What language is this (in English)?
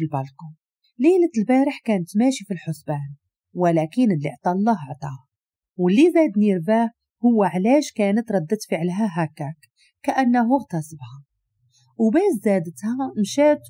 Moroccan Arabic